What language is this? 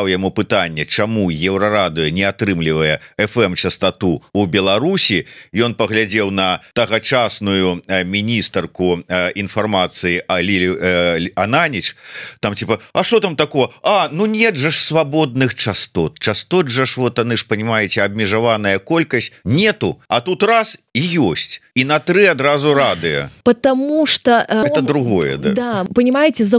Belarusian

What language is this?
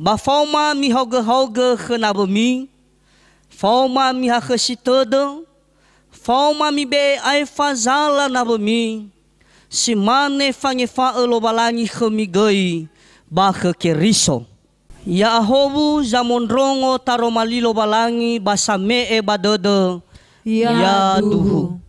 Nias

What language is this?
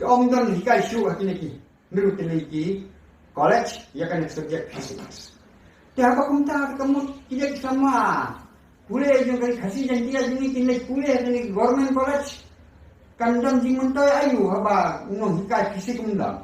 Khasi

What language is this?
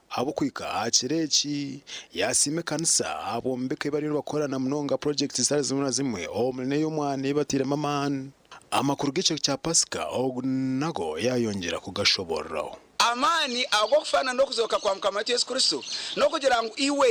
Nyankole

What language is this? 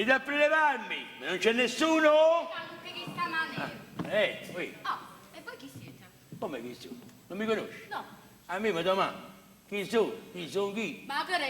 Neapolitan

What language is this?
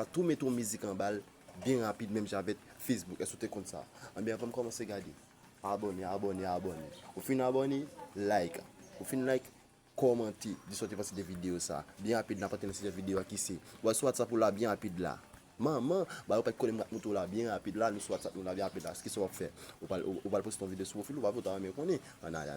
Haitian Creole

